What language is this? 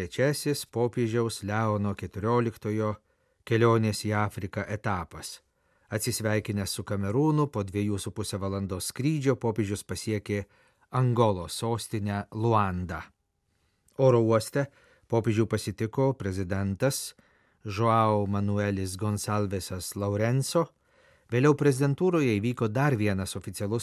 Lithuanian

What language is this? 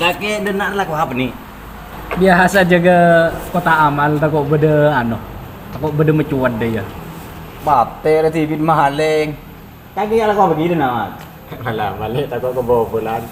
Madurese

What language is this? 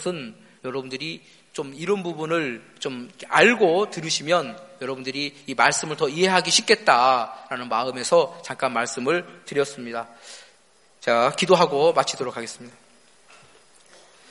Korean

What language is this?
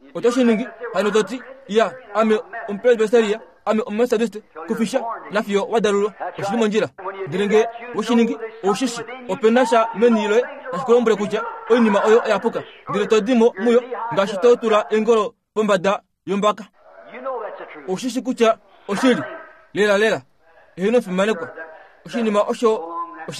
Kuanyama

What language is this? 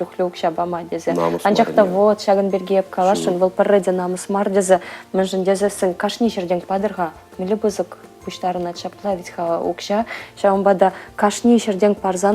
Chuvash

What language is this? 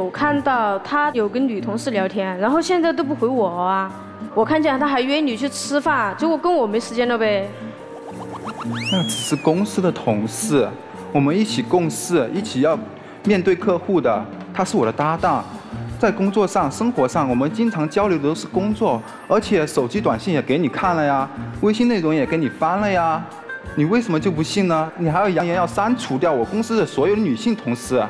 Chinese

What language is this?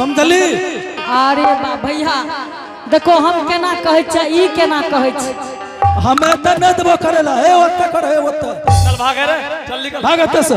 Angika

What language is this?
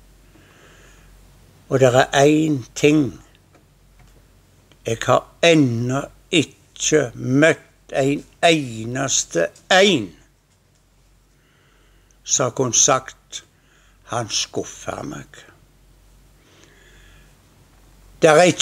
Norwegian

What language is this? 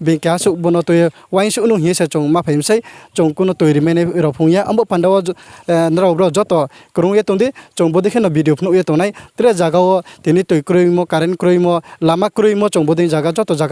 Riang (India)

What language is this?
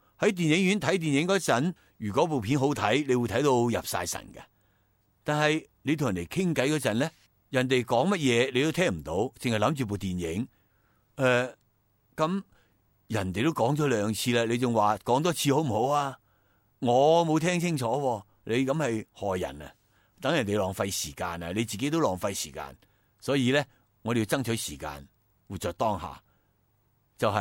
Cantonese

